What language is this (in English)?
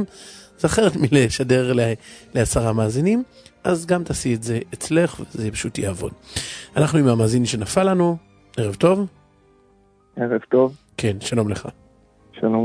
Hebrew